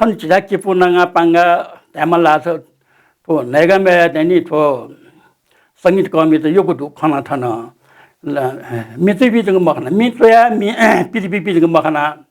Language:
Newari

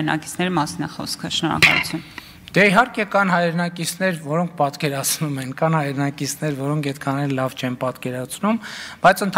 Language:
Armenian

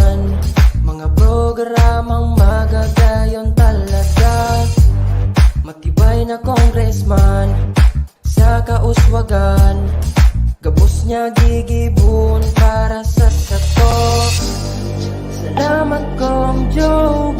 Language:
Bikol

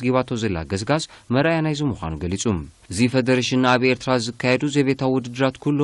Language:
Tigrinya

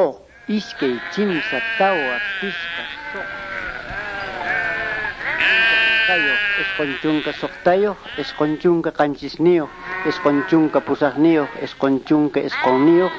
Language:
Quechua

